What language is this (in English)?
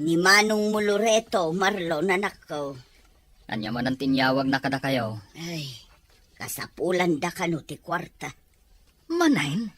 Iloko